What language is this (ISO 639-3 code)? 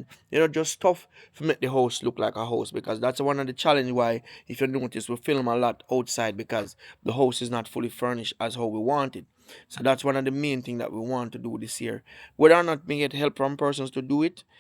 jam